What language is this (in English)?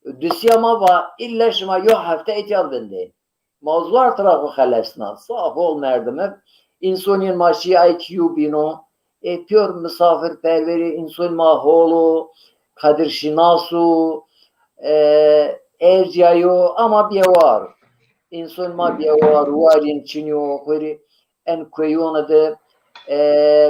Zaza